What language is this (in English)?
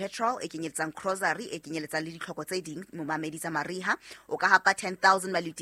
Southern Sotho